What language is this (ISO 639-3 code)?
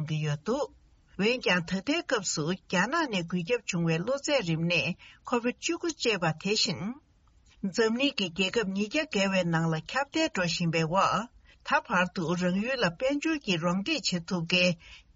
bod